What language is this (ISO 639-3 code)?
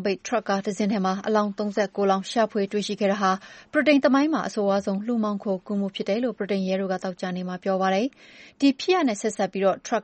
mya